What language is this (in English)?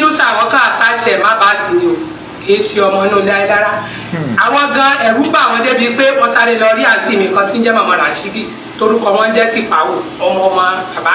Yoruba